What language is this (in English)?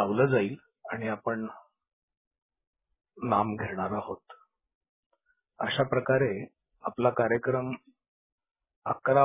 Marathi